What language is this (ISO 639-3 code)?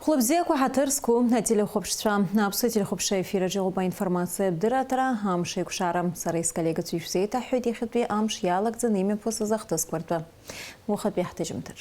abk